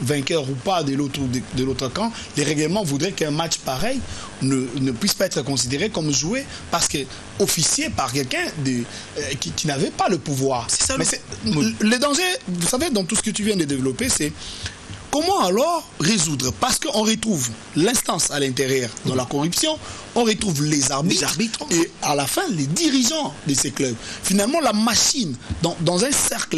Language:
French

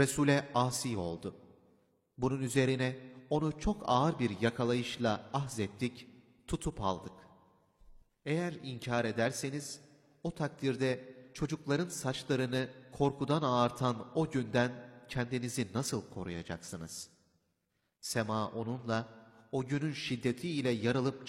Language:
Turkish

